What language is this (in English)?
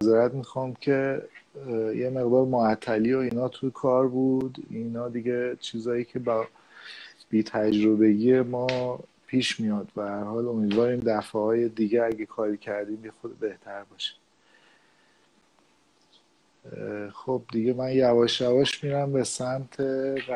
Persian